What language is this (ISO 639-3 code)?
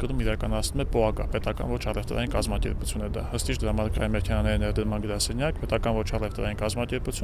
hye